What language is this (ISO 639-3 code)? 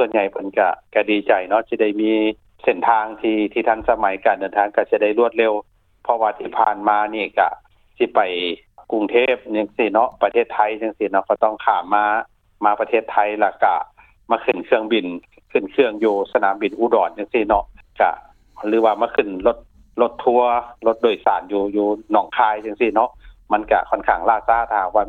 lao